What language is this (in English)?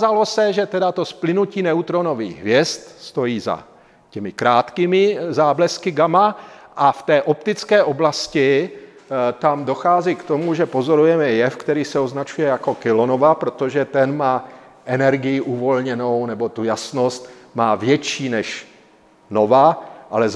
Czech